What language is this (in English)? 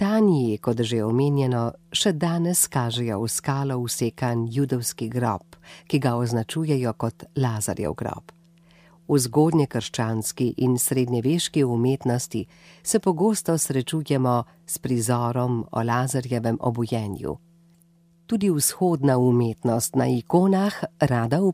Slovenian